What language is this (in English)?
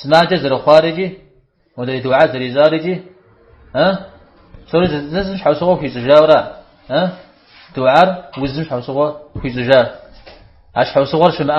Kabardian